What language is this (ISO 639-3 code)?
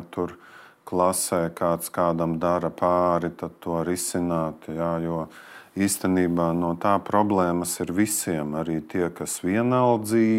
lav